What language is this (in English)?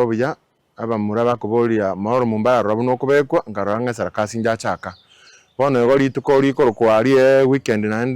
Gusii